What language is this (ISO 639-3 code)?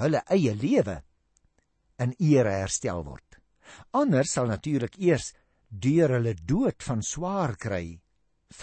afr